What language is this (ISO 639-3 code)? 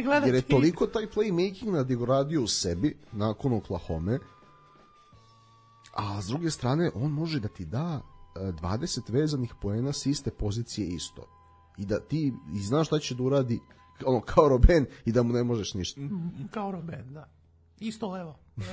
srp